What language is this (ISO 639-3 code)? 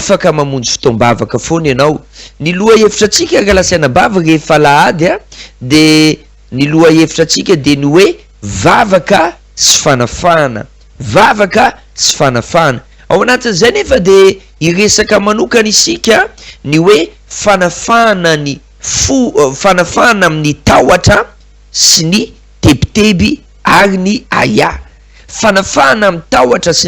mlg